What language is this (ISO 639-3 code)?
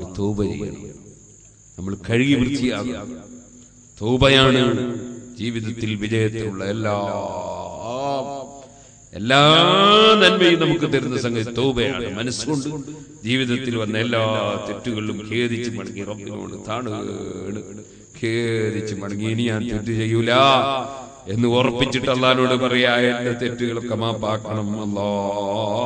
mal